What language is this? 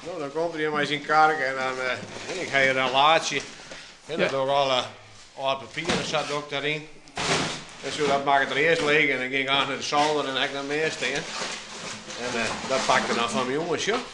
Western Frisian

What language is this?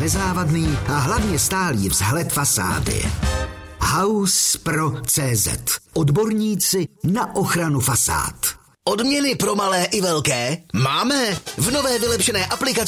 Czech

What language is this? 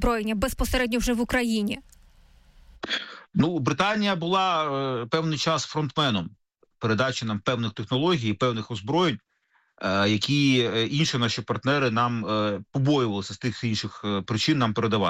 Ukrainian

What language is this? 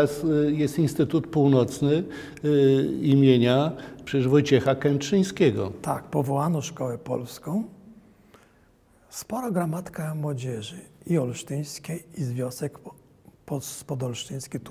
Polish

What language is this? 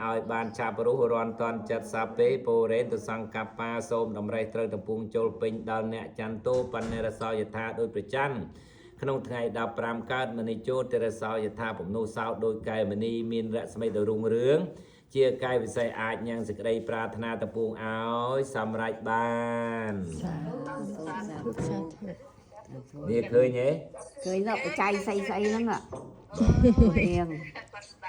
Khmer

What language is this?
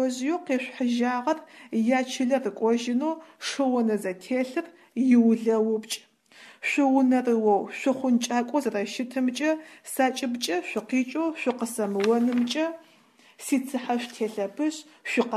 Adyghe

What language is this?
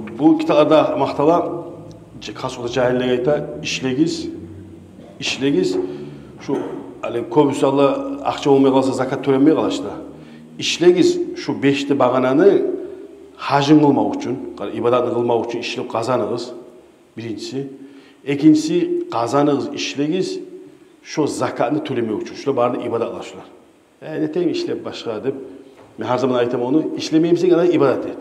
Kumyk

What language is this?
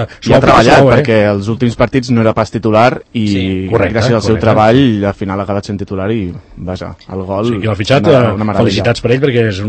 Catalan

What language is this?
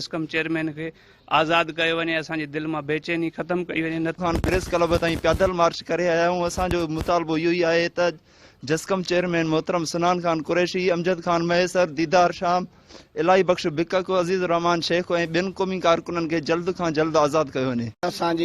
Sindhi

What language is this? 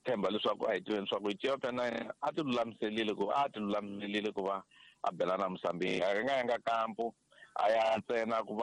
Tsonga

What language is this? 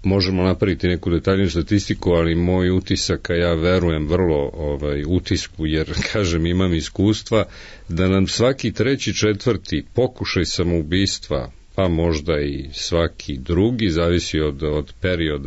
Serbian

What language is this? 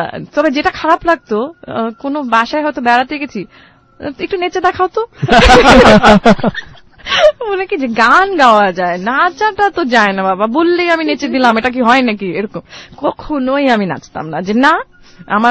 Bangla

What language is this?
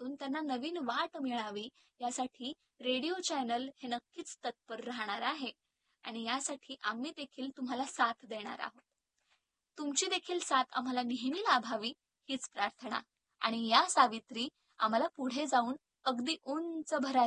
Marathi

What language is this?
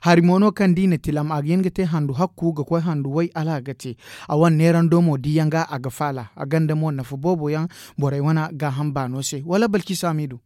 Zarma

